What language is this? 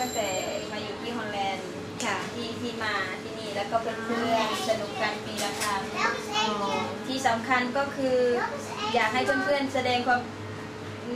Thai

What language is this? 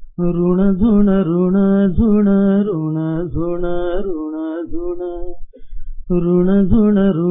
Marathi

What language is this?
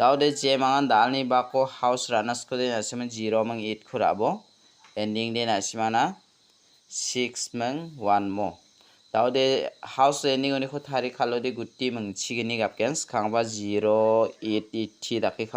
Garo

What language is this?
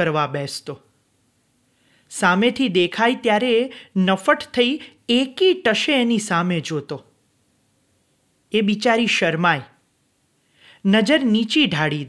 Gujarati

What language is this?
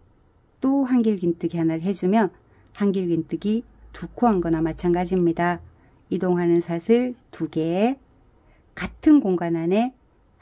Korean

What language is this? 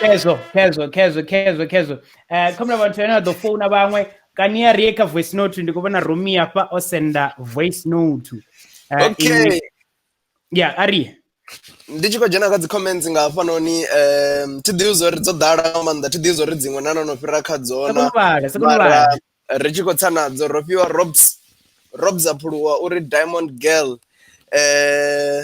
Venda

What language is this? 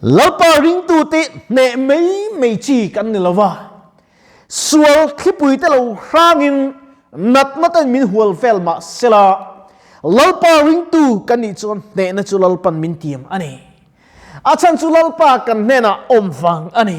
Mizo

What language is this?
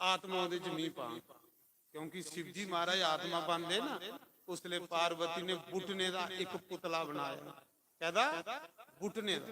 Dogri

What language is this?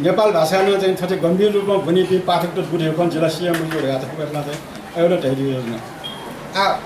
Newari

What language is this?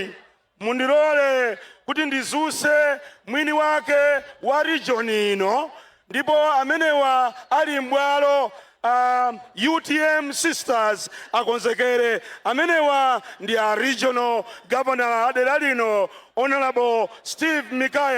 Nyanja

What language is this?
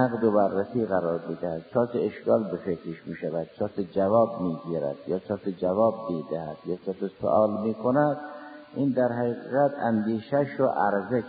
Persian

